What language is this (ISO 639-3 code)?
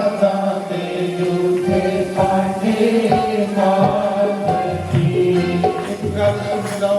doi